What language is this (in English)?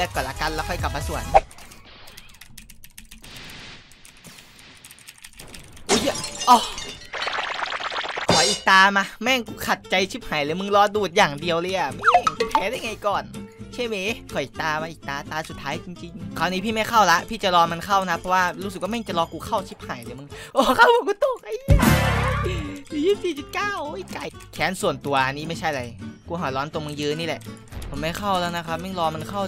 Thai